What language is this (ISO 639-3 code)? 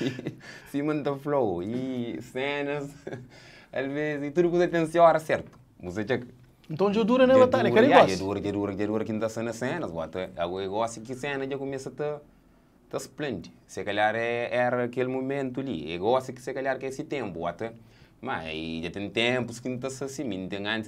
kea